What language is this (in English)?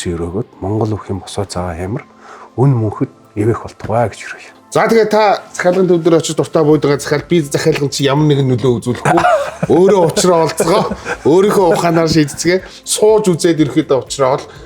Mongolian